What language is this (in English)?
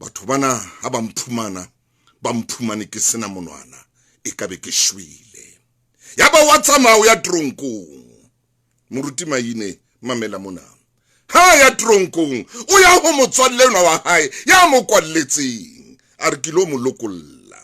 Southern Sotho